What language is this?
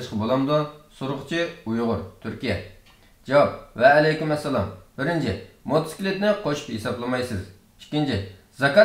Uyghur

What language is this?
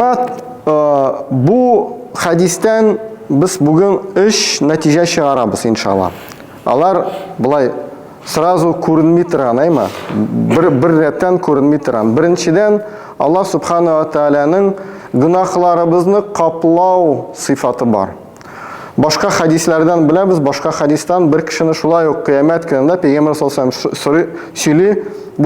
Tatar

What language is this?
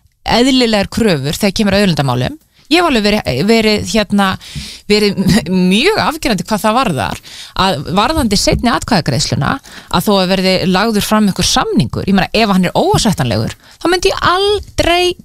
Icelandic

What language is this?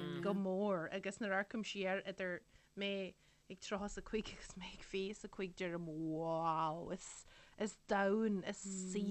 Irish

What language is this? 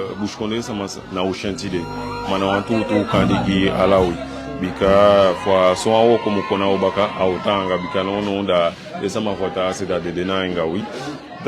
Eastern Maroon Creole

